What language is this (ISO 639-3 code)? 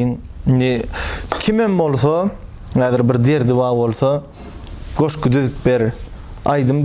tuk